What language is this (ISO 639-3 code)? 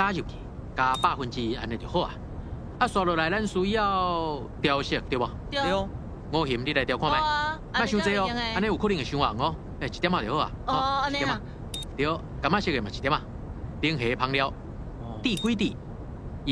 nan